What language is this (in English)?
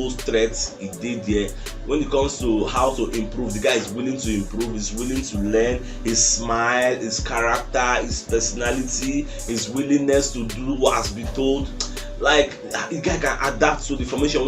Nigerian Pidgin